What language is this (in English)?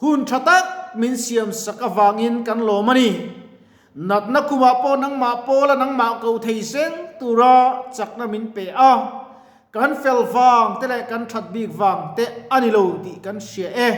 Mizo